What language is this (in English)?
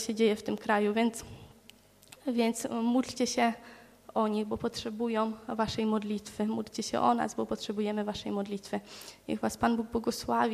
Polish